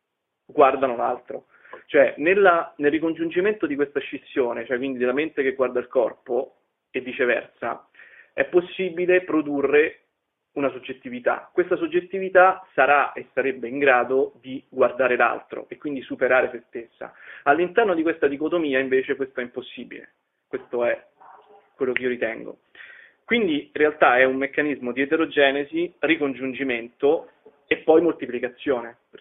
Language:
Italian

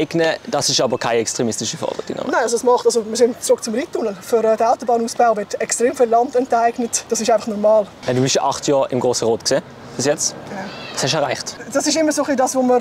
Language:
Swiss German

